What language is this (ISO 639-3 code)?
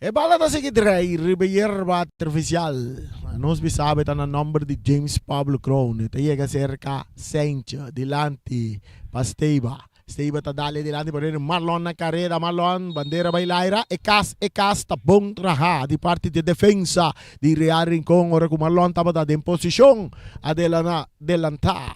pap